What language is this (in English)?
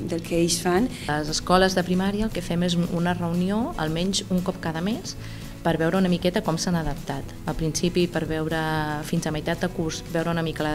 Catalan